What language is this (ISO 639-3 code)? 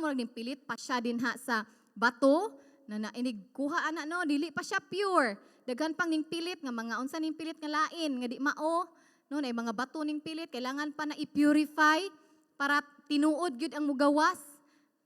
ceb